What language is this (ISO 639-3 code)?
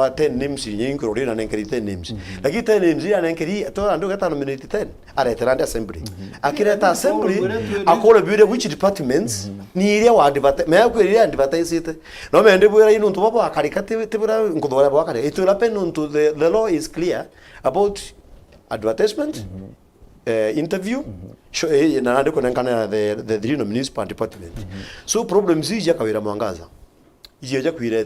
mer